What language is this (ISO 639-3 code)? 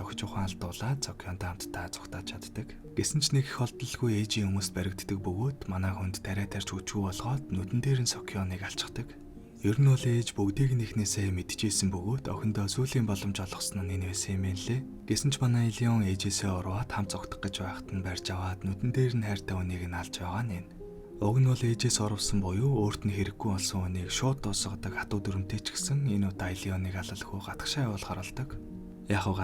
mon